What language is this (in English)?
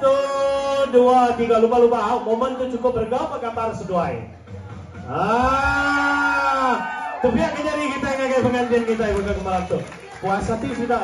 Iban